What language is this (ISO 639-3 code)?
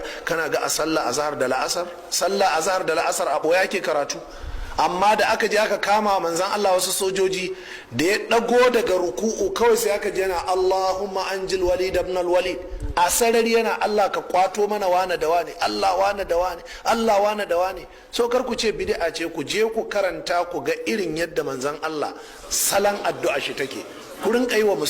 hau